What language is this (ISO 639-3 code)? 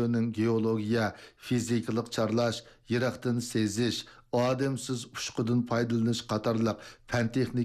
uig